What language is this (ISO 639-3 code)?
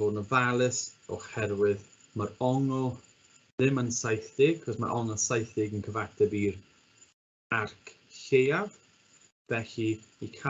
cym